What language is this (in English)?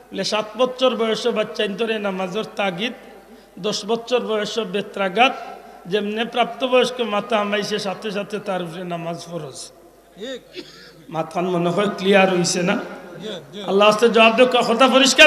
Sylheti